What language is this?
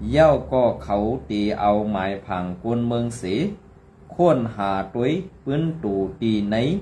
Shan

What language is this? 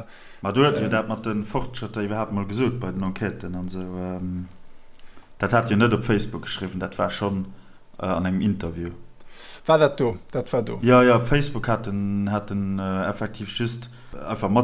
Luxembourgish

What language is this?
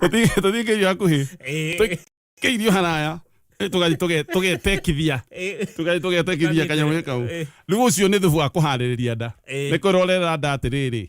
Kikuyu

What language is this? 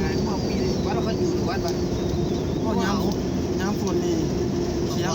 Lao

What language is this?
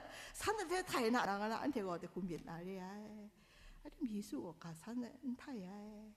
Kachin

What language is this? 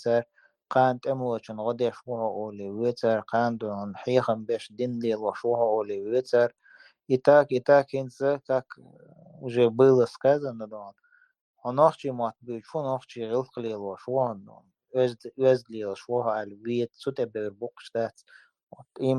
Chechen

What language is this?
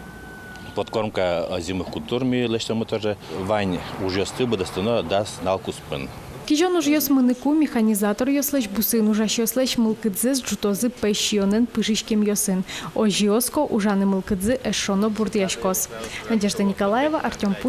Udmurt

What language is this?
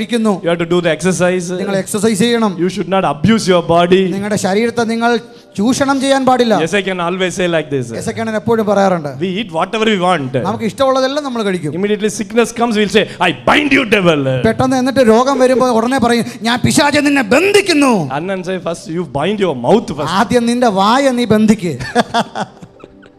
Malayalam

